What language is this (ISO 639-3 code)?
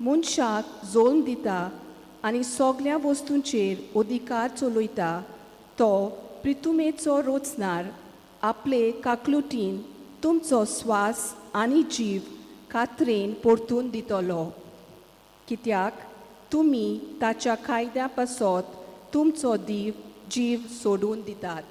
kok